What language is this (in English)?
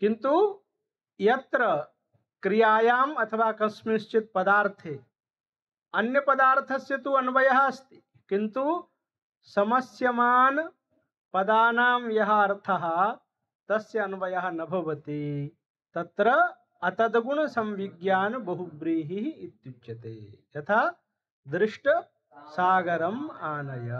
Sanskrit